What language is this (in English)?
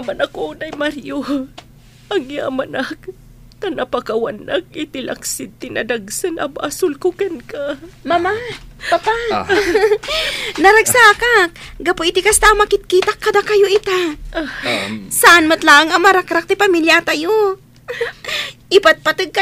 Iloko